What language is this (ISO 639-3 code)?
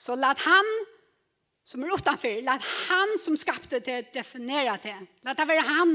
fao